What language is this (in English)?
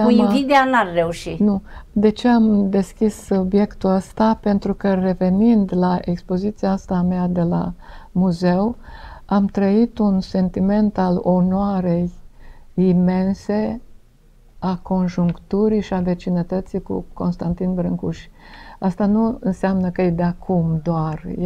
Romanian